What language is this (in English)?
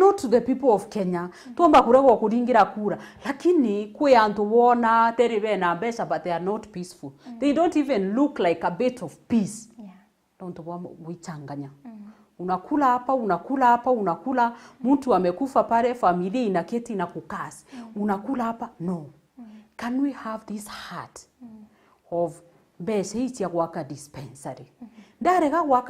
Meru